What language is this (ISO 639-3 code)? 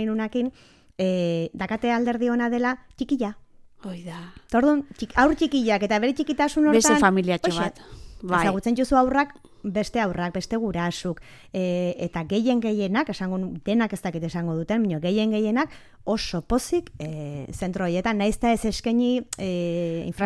eus